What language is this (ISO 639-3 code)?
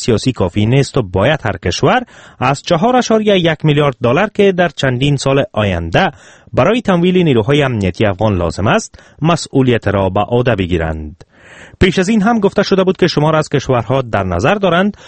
fas